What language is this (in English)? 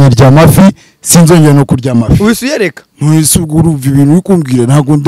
Kinyarwanda